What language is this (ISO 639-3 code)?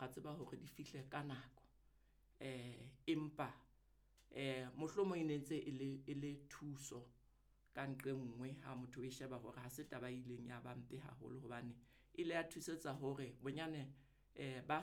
sot